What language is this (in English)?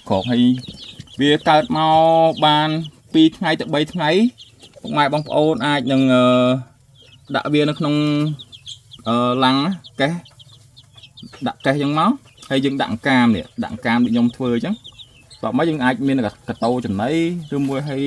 Khmer